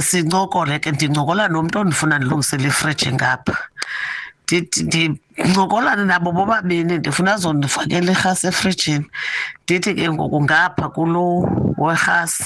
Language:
Xhosa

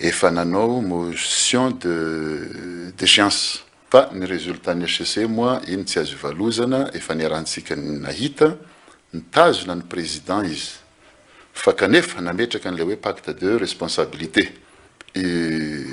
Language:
Malagasy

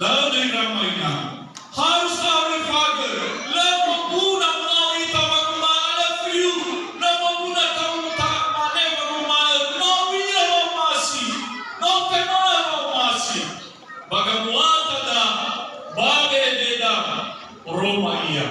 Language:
Nias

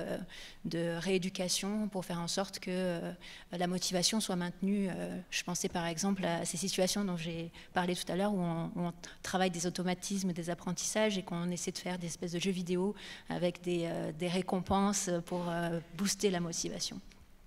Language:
French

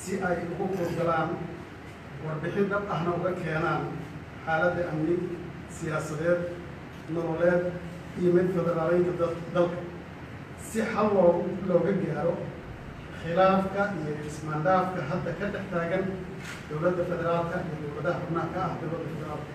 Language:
Somali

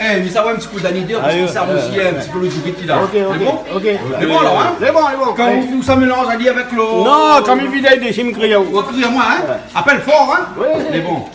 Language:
Réunion Creole French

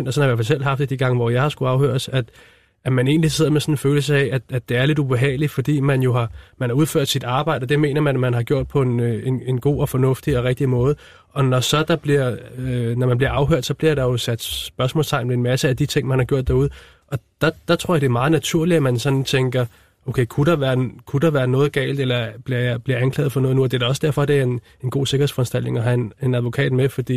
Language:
Danish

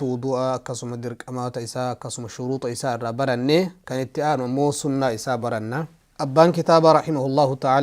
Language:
Oromo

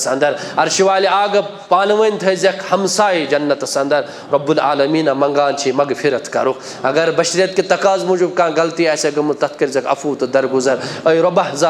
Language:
Kashmiri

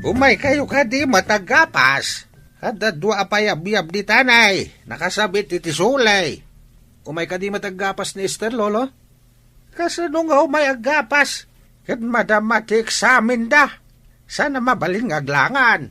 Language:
Iloko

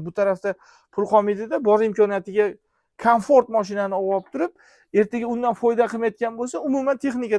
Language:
Uzbek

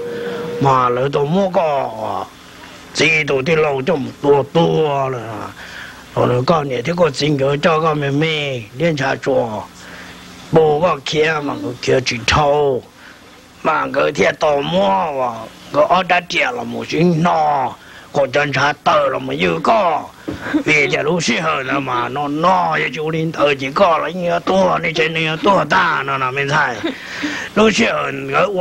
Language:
Hmong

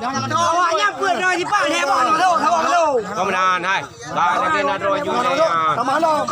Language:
Achinese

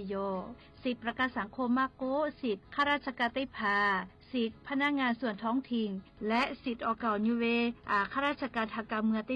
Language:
Lahu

